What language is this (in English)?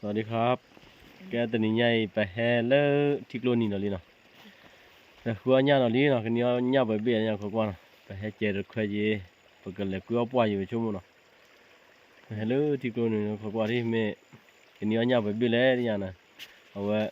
S'gaw Karen